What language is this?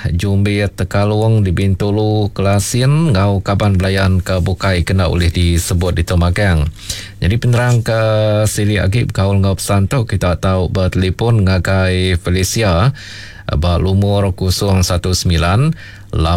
Iban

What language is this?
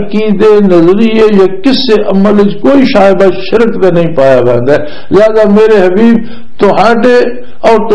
Western Panjabi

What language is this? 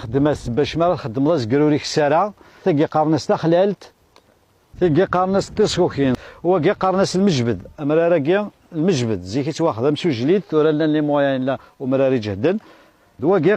Kabyle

